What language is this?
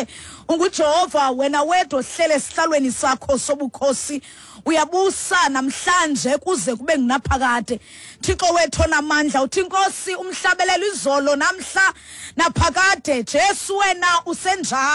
Xhosa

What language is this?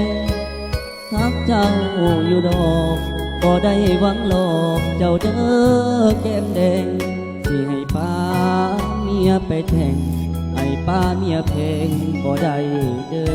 Lao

